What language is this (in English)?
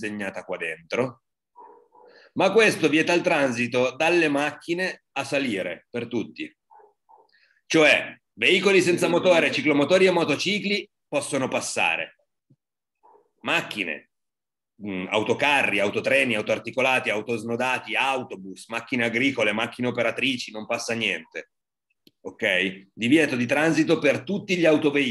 Italian